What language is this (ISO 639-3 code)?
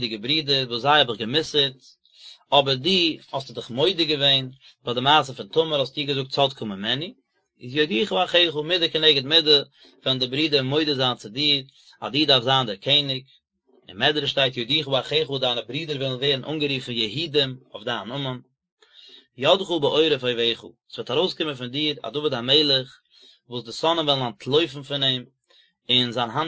yid